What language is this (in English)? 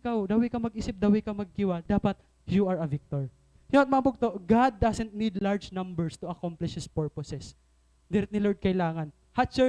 Waray